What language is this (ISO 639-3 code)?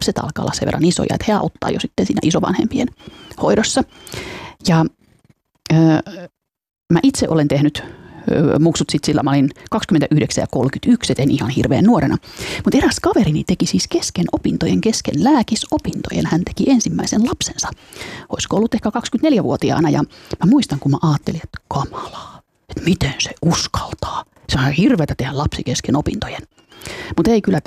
fin